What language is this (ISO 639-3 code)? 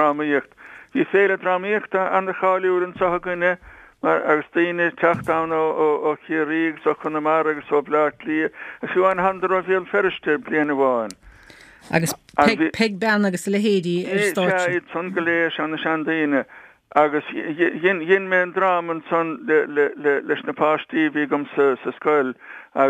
gle